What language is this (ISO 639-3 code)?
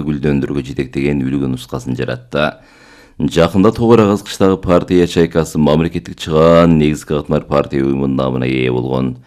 kir